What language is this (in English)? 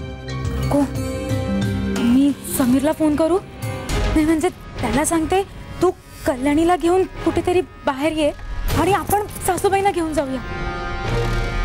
Marathi